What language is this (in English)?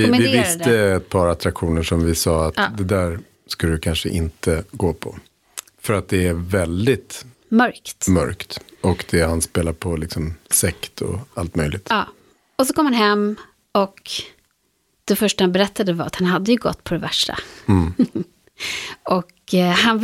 Swedish